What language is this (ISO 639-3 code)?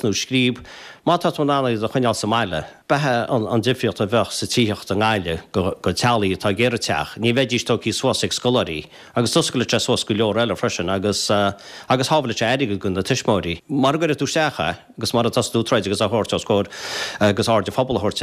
gle